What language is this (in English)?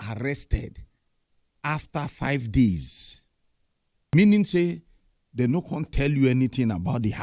Nigerian Pidgin